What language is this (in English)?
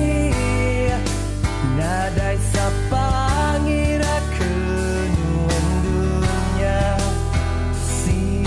Iban